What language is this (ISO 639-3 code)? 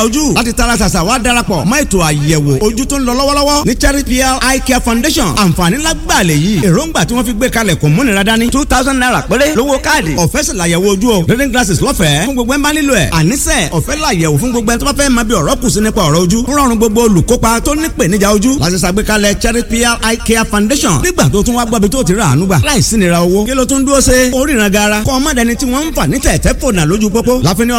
yor